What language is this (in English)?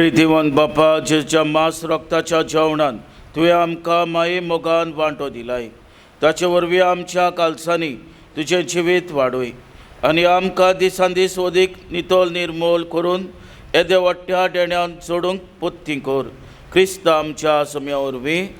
Konkani